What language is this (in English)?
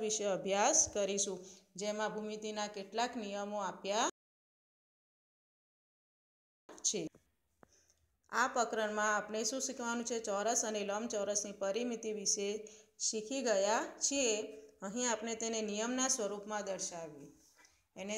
Gujarati